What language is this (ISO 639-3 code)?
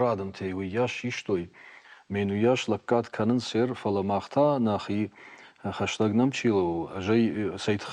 oss